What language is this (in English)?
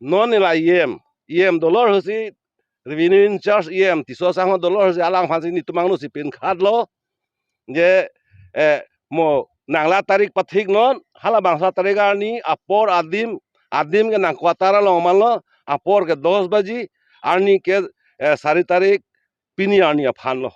Karbi